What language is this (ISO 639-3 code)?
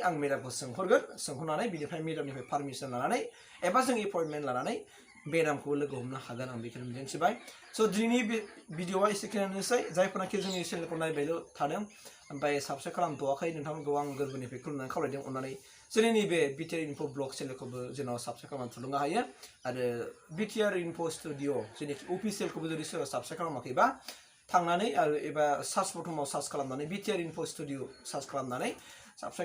brx